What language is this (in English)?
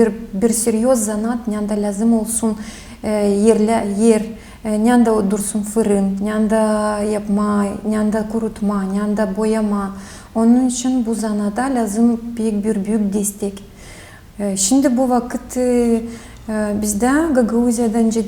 Gagauz